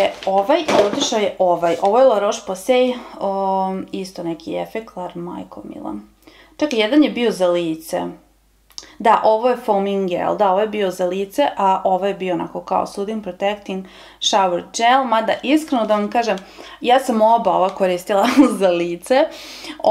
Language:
Serbian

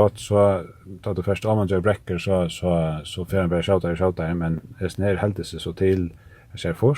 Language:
Faroese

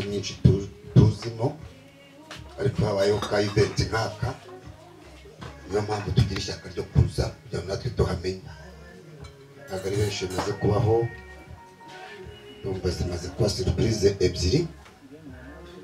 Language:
Kinyarwanda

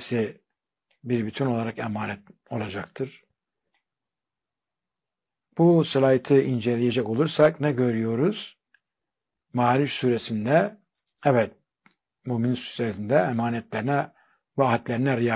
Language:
Turkish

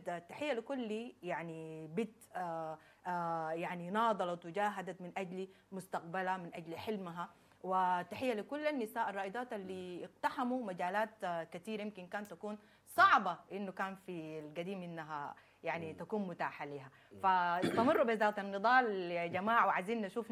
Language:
Sudanese Arabic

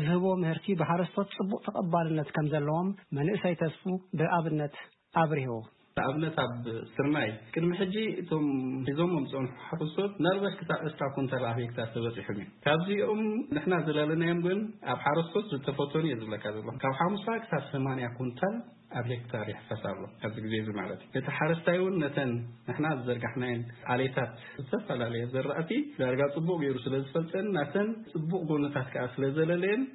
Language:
Tigrinya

